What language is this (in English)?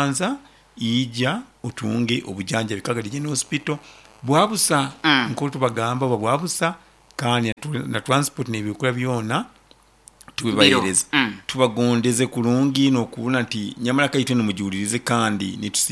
Nyoro